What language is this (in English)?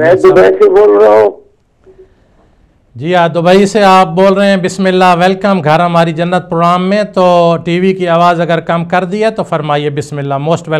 Urdu